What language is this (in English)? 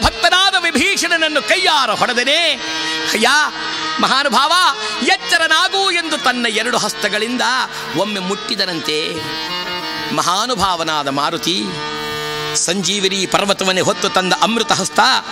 Kannada